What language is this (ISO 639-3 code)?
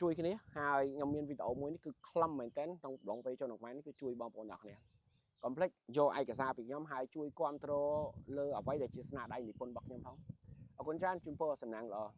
khm